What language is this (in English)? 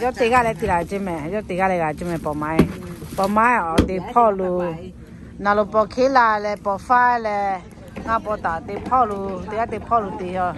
Lahu